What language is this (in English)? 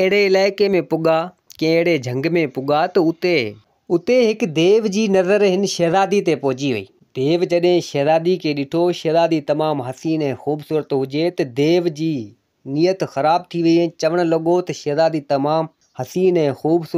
Sindhi